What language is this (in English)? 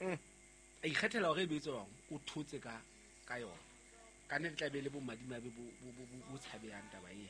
Southern Sotho